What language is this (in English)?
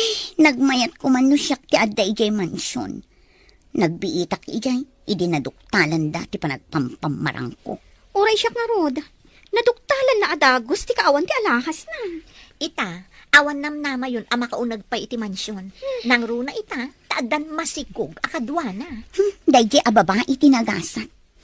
Iloko